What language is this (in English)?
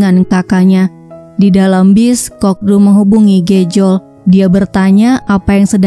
Indonesian